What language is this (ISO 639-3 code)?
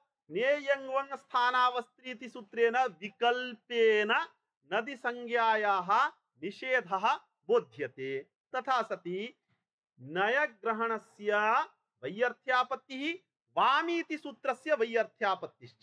san